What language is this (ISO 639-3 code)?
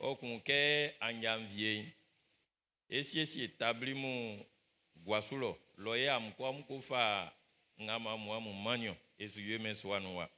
bci